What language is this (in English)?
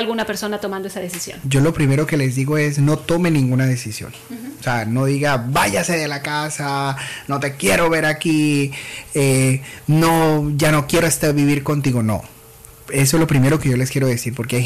Spanish